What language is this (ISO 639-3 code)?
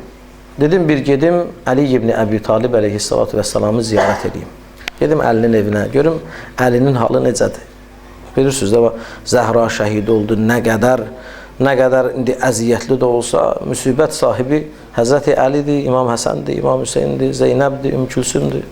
aze